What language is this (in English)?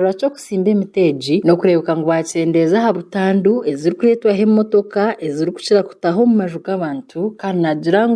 Nyankole